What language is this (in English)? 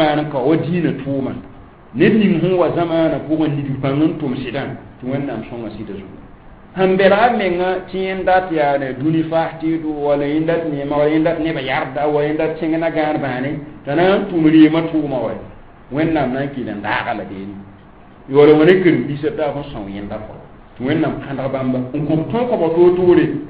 Mossi